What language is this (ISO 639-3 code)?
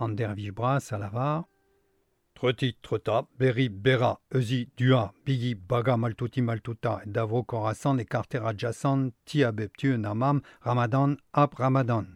bre